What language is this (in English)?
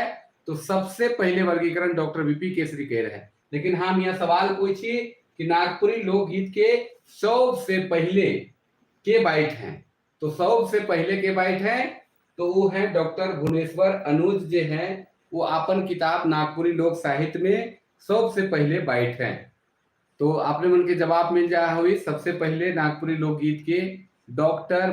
Sadri